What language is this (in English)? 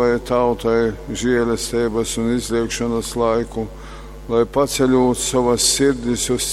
Latgalian